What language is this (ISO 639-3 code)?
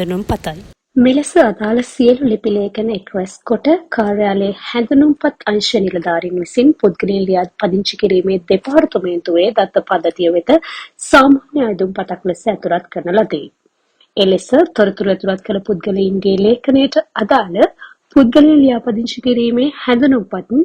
sin